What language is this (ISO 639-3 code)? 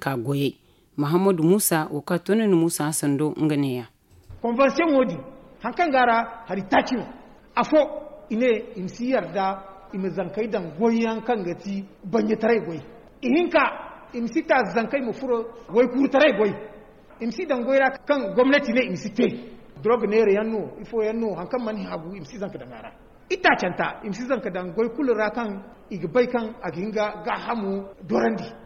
dje